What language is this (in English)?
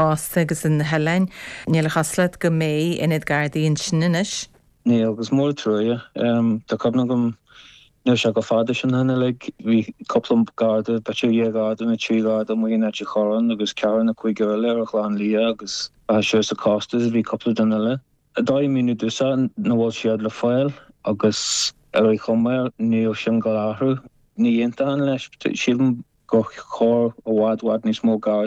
Irish